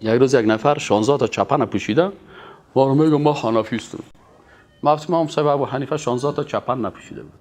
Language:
Persian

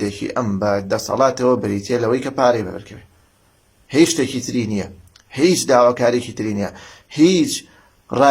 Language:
Central Kurdish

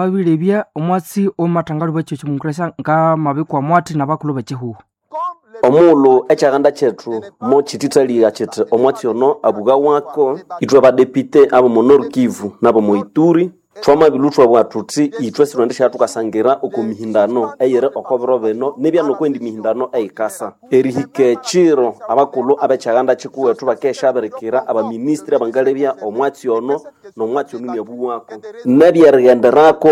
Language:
Nande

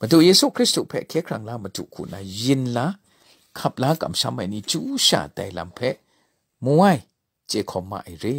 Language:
Kachin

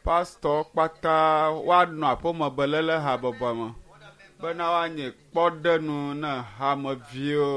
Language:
Ewe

